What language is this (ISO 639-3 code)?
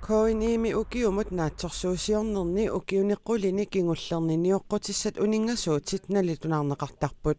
kal